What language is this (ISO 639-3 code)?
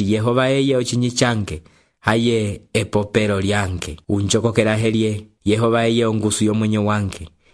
umb